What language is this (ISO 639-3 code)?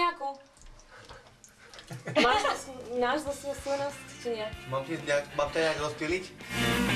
slk